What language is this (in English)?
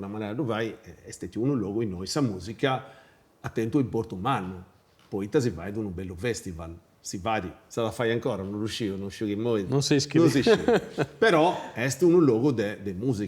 Sardinian